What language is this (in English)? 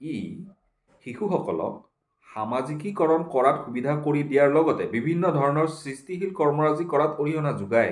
Assamese